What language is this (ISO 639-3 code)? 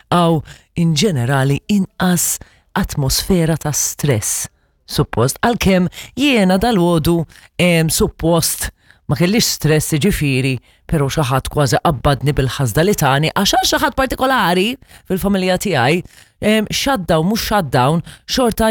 mlt